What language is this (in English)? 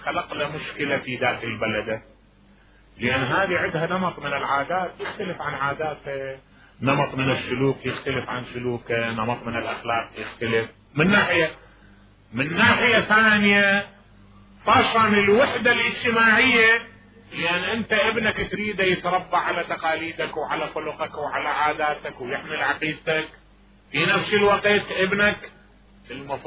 Mesopotamian Arabic